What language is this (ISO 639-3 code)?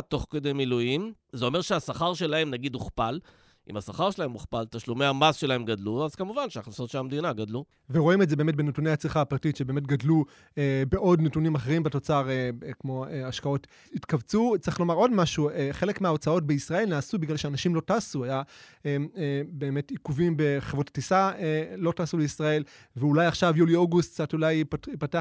heb